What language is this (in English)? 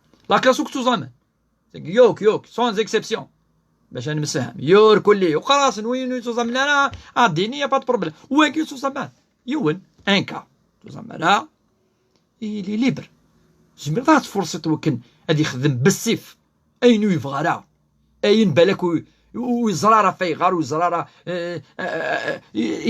Kabyle